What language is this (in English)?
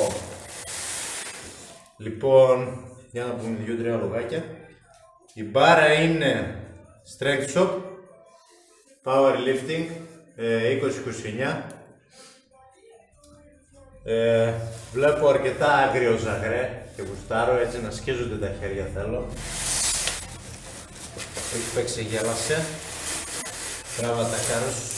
Greek